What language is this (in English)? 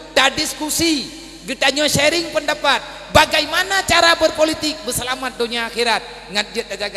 Achinese